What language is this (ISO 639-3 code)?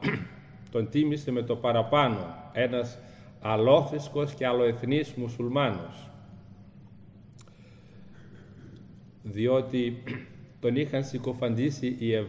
ell